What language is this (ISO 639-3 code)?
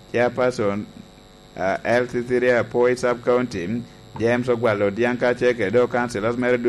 laj